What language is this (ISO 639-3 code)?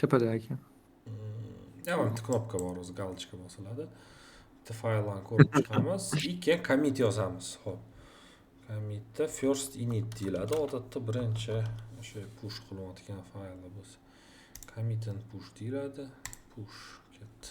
uzb